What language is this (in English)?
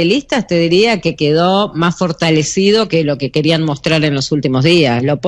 Spanish